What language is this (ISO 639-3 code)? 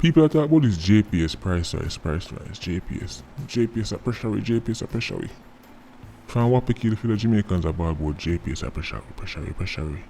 jam